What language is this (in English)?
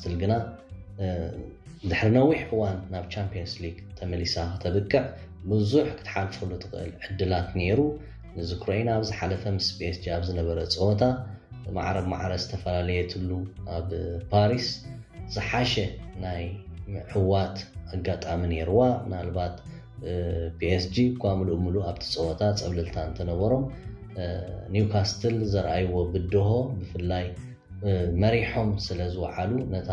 Tigrinya